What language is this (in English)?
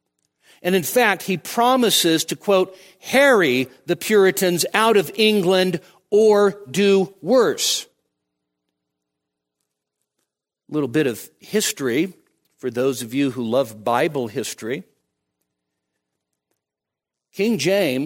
English